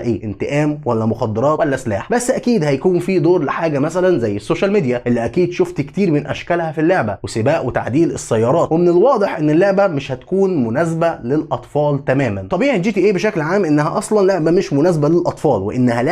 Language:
Egyptian Arabic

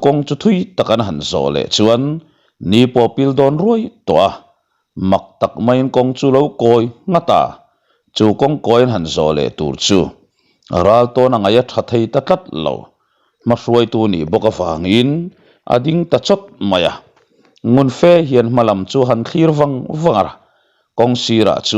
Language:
Mizo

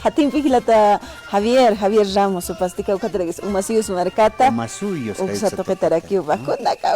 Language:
Aymara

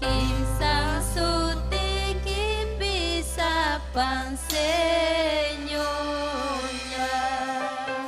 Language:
Ayacucho Quechua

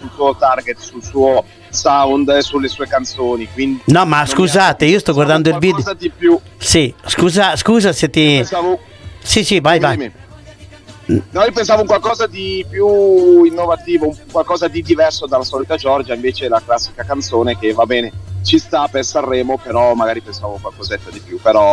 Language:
Italian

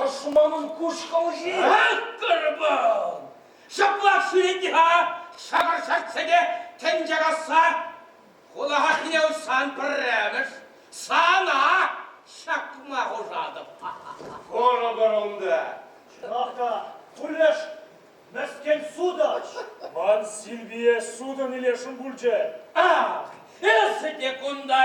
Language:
Chuvash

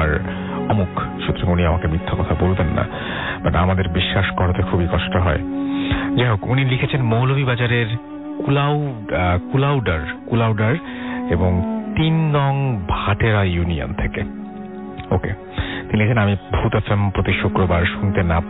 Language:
Bangla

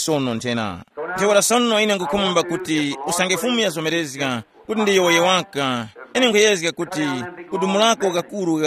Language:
Tumbuka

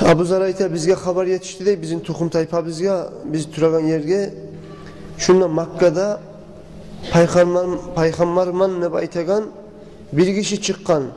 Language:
Kumyk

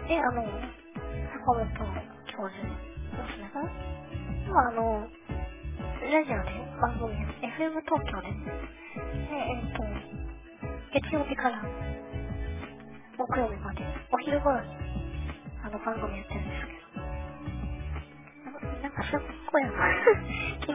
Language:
Japanese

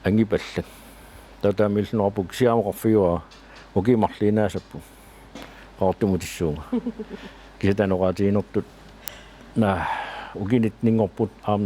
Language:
Kalaallisut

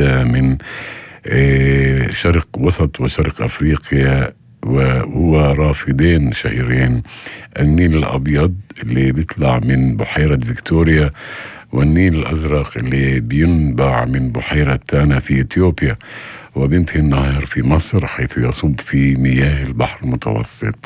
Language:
North Levantine Arabic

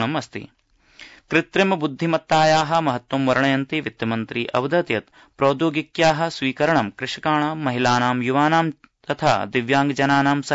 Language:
Sanskrit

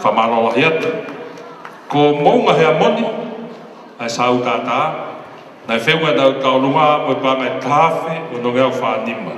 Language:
Tongan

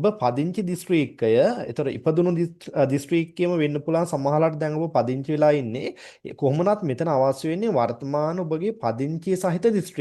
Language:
Sinhala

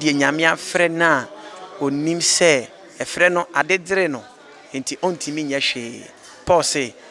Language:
Akan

